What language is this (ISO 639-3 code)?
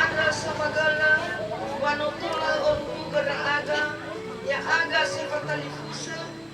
nia